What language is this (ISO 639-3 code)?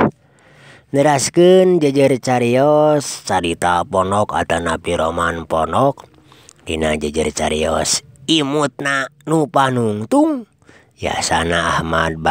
sun